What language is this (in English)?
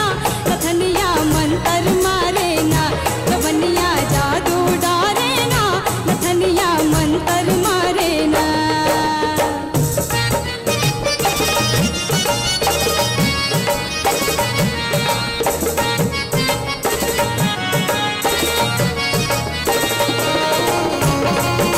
Bhojpuri